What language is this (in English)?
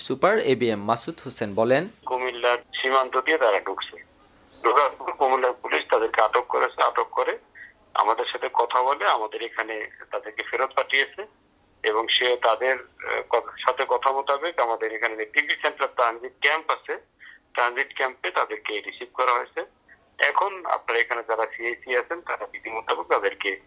Bangla